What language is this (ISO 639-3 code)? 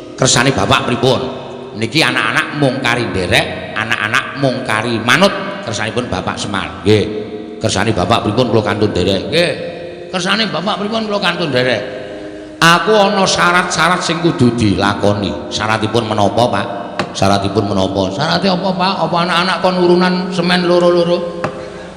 jav